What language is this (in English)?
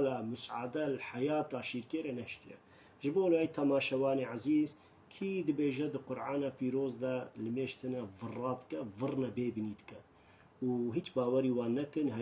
Kurdish